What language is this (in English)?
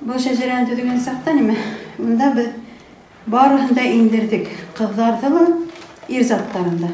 Bashkir